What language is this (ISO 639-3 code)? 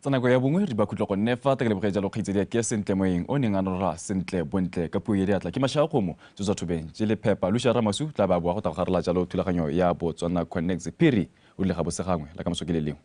tsn